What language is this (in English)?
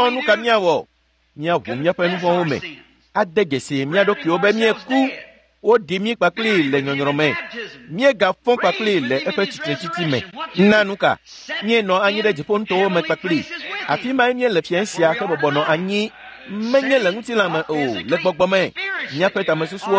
Ewe